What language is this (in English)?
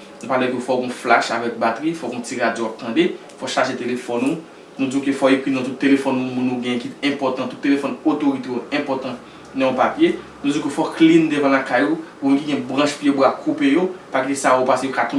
Haitian Creole